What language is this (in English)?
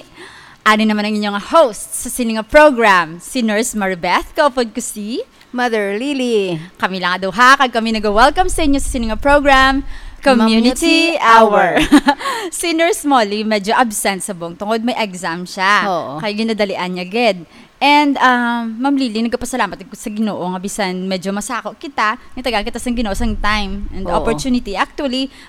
Hiligaynon